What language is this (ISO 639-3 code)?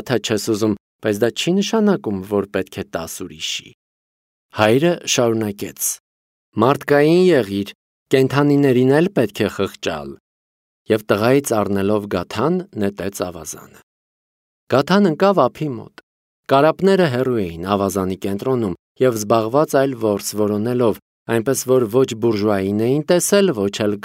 hye